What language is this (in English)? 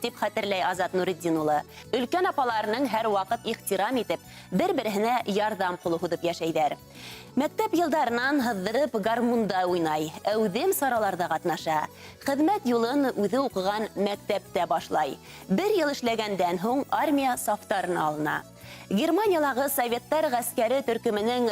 Bashkir